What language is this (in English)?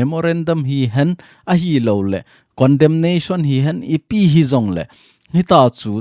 Thado Chin